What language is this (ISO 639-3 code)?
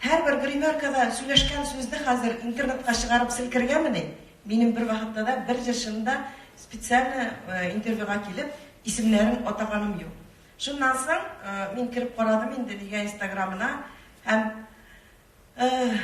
tat